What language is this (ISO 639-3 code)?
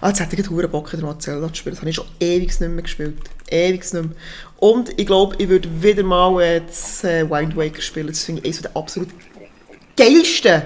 gsw